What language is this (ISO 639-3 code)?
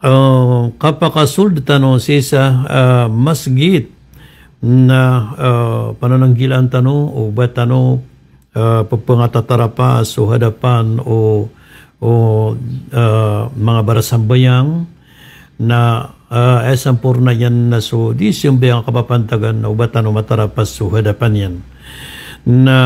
mrw